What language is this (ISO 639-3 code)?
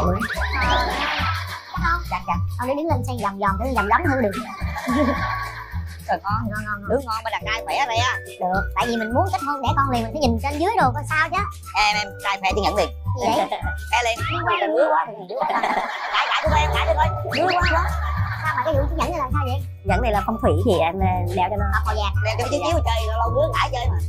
vie